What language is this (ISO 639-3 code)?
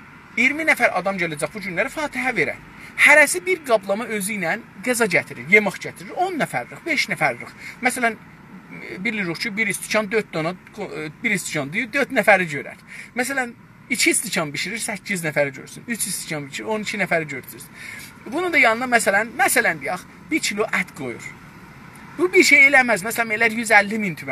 azb